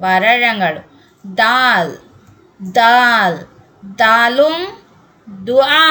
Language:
Divehi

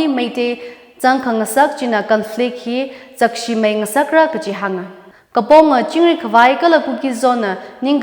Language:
Tangkhul Naga (India)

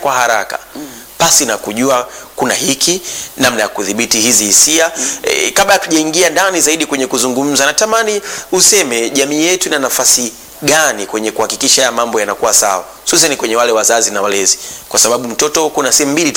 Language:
Swahili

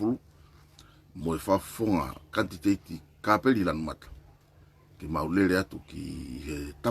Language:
Tongan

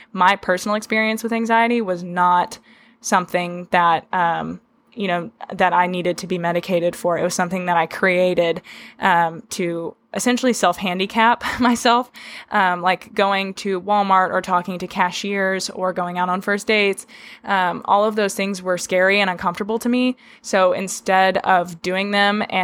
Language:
English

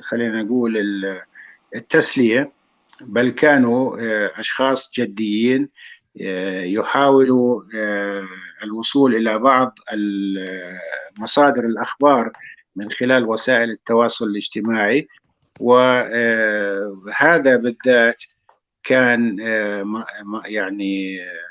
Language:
North Levantine Arabic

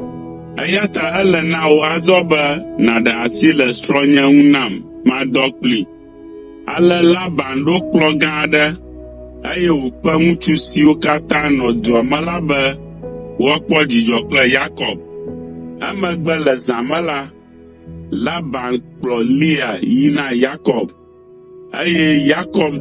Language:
Ewe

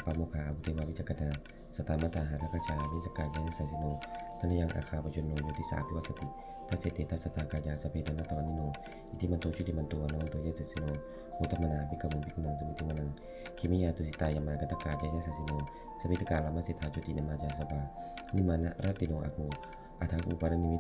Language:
Pali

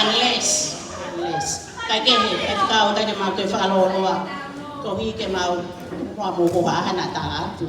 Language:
Tongan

